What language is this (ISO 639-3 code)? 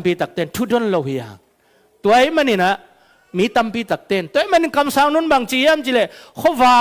ctd